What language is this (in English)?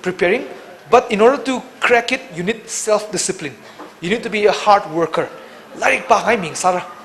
Tangkhul Naga (India)